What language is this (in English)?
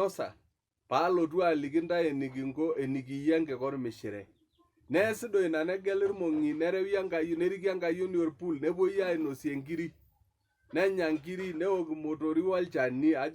Masai